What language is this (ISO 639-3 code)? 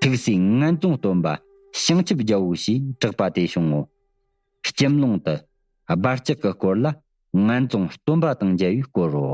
bod